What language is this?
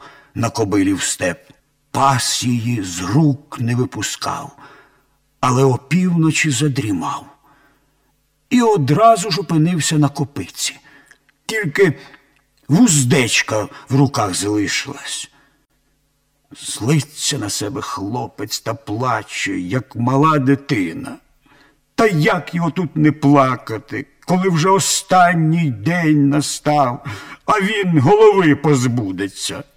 Ukrainian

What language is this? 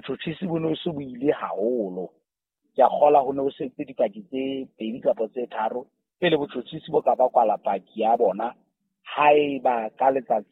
Southern Sotho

